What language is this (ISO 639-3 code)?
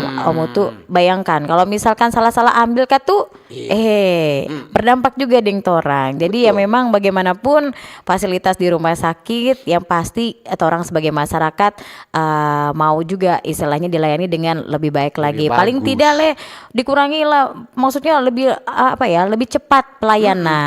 xmm